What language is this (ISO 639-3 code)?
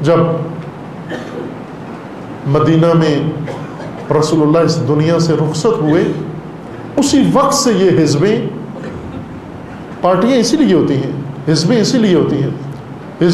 urd